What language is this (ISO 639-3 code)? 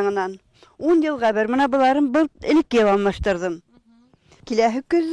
bak